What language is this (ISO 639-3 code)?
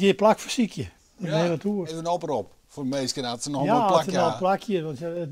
fry